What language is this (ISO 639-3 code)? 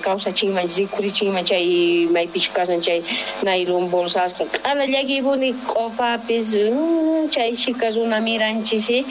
quh